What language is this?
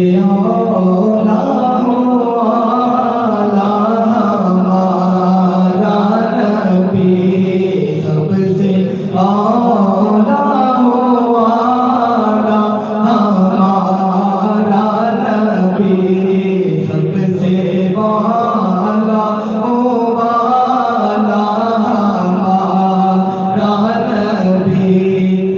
Saraiki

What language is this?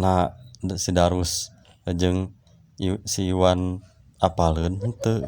Sundanese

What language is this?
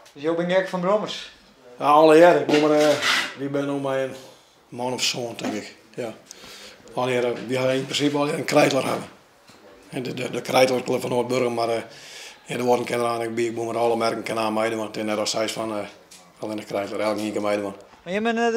Western Frisian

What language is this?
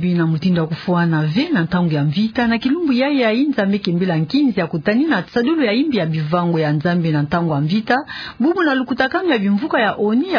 Kituba (Democratic Republic of Congo)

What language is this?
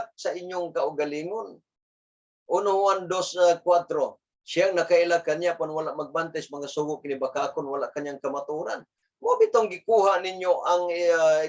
Cebuano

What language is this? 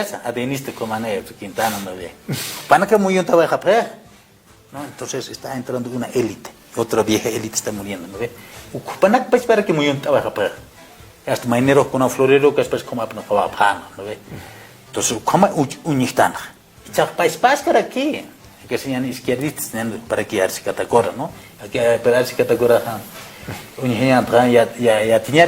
Aymara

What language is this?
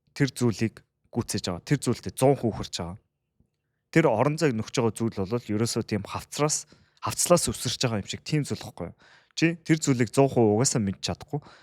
Mongolian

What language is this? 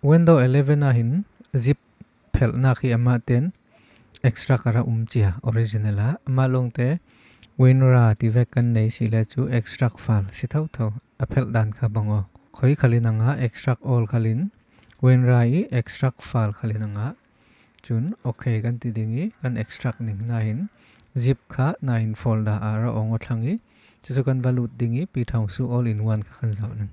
Falam Chin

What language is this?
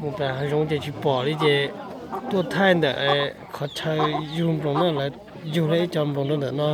Hmong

